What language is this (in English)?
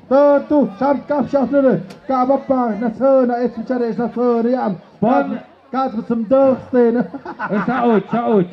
Tlahuitoltepec Mixe